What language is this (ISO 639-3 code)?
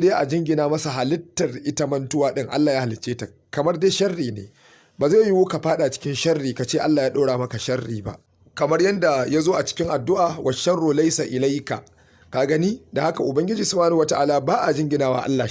hau